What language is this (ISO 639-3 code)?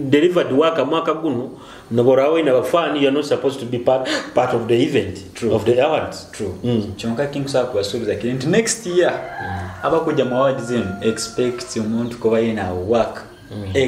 nyo